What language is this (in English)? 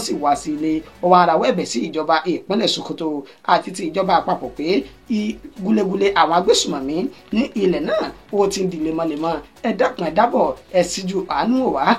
Yoruba